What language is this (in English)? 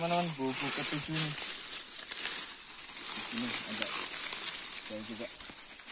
Indonesian